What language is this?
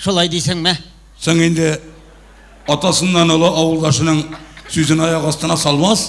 Tatar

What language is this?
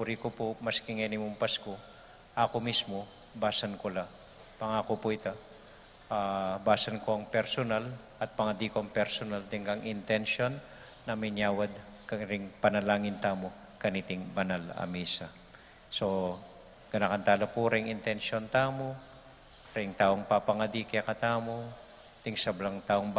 Pampanga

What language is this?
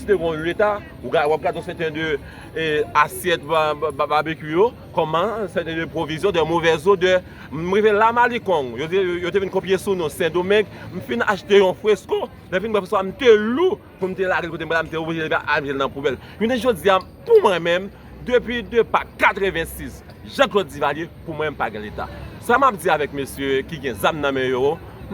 Haitian Creole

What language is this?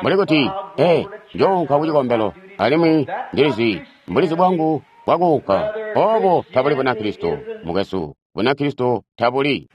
Tonga (Zambia)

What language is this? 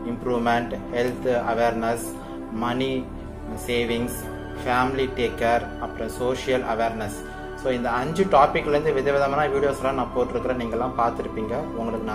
Tamil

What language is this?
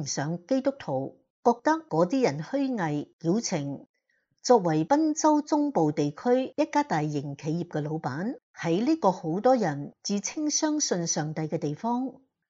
Cantonese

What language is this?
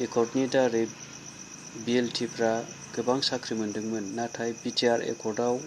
Bodo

